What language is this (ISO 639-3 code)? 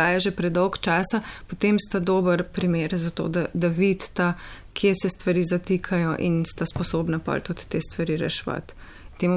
slv